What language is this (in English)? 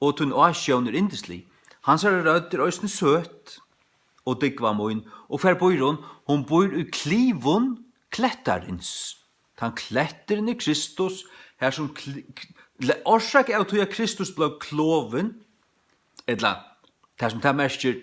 Faroese